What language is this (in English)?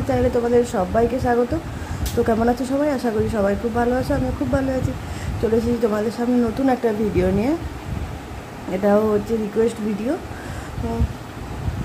Bangla